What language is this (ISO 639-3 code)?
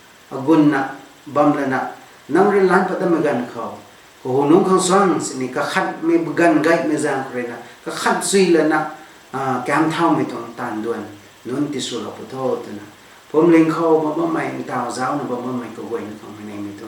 nbu